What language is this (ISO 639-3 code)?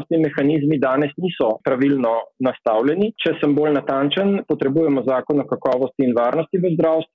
slv